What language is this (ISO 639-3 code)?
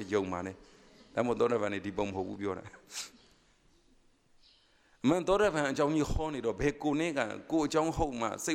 mya